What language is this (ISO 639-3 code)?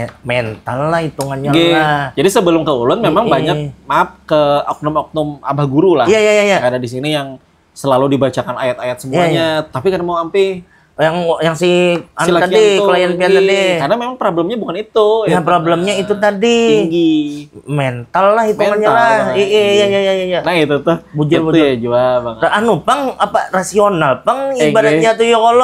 bjn